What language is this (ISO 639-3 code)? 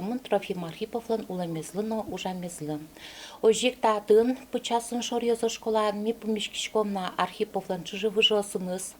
udm